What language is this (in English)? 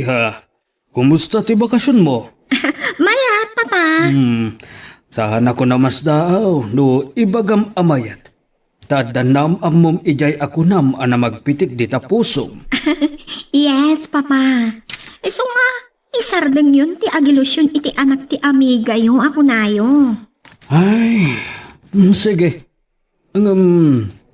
Iloko